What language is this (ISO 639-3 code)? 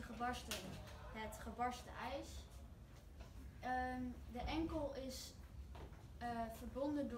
nld